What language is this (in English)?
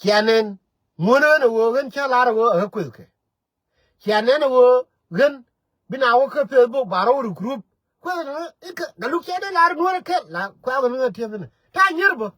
Nuer